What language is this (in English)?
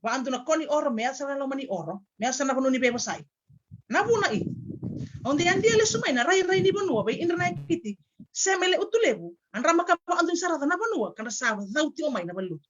Fijian